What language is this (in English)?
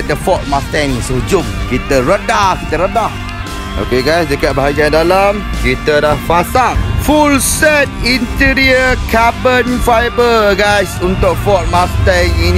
Malay